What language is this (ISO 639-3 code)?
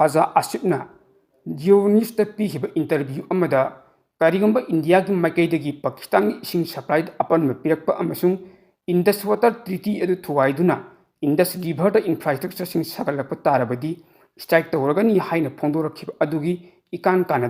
mni